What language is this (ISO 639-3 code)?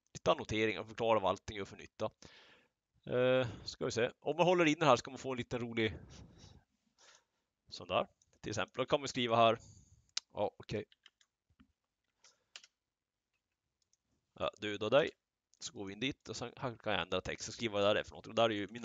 swe